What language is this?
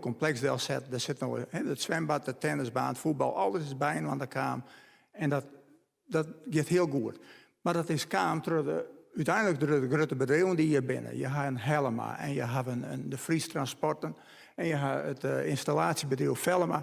Western Frisian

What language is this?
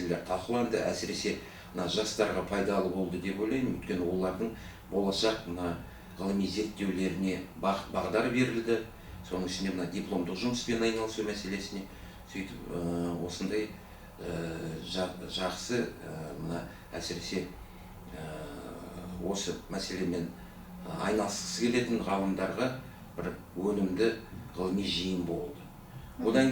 Kazakh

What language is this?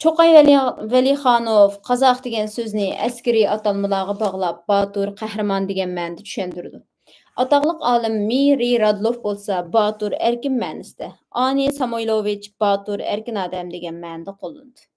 Uyghur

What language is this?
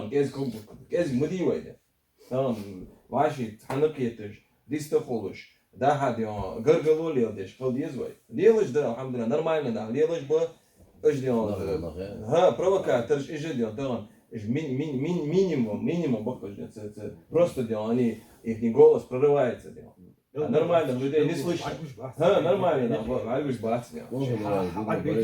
Chechen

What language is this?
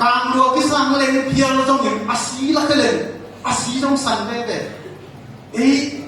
Tedim Chin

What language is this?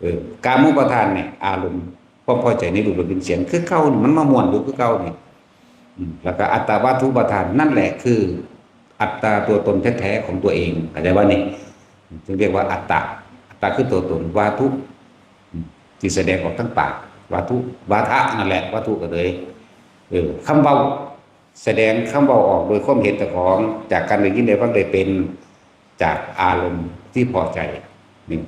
Lao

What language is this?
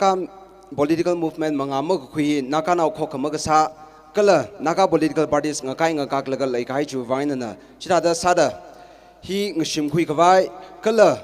Tangkhul Naga (India)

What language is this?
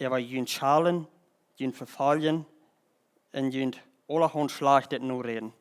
Plautdietsch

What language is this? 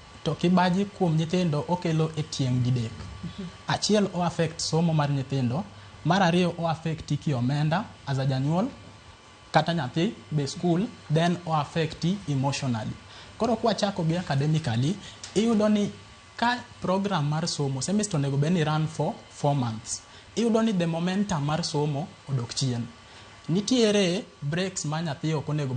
Luo (Kenya and Tanzania)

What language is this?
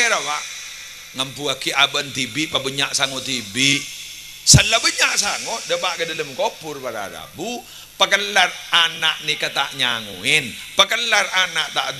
Madurese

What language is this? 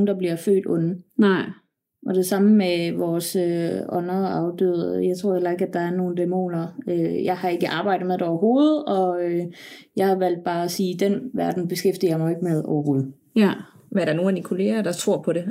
Danish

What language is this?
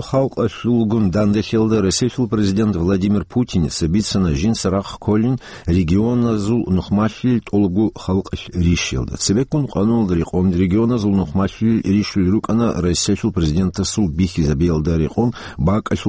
Avaric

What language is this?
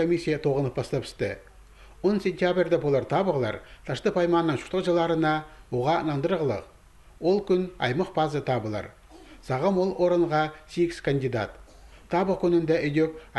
Khakas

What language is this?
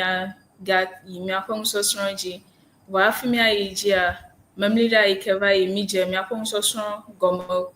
Ewe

